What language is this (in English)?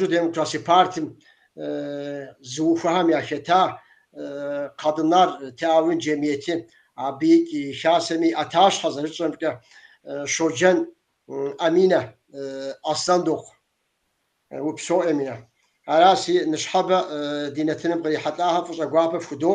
Kabardian